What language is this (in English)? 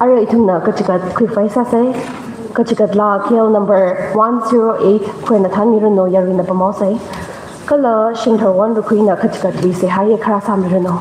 Tangkhul Naga (India)